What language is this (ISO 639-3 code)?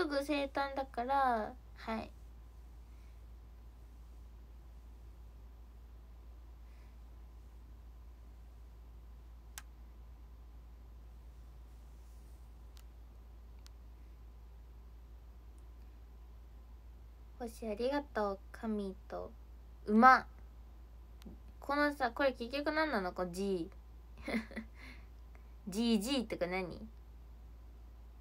jpn